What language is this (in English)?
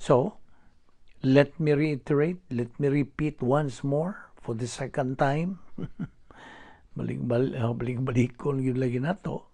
Cebuano